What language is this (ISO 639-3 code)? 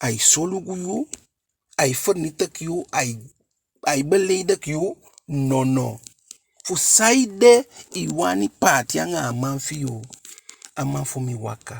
djk